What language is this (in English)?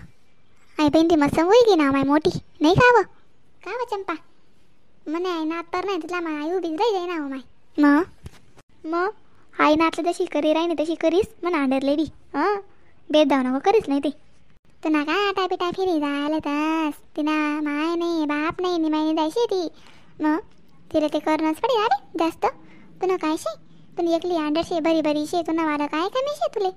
Khandesi